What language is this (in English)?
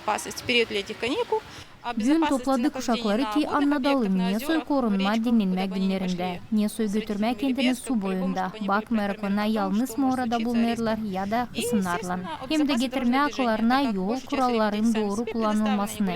Gagauz